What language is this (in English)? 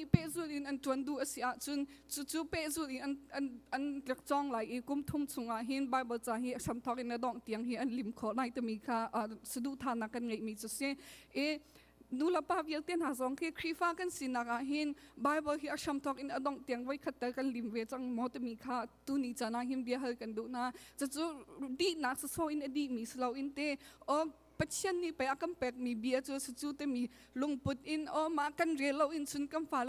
Hakha Chin